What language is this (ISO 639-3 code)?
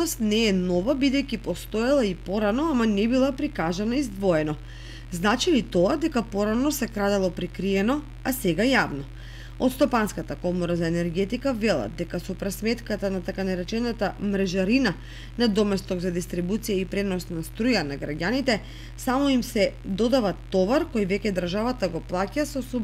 mkd